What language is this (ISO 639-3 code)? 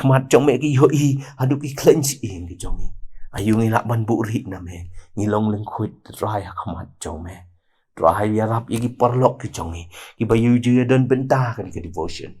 kha